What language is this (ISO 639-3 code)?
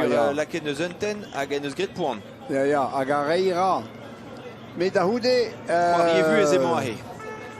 bre